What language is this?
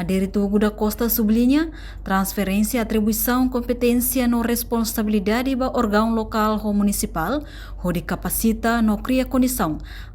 Tetum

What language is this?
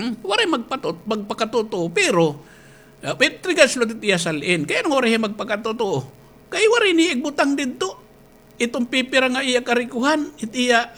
Waray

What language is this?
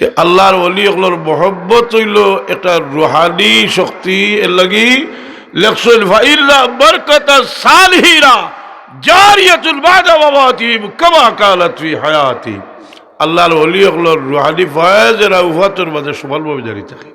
Sylheti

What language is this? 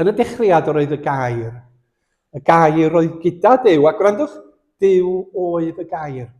Welsh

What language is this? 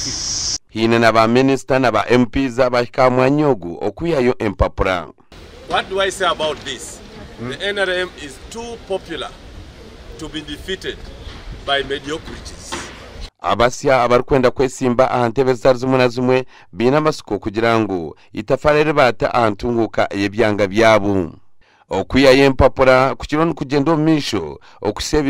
Nyankole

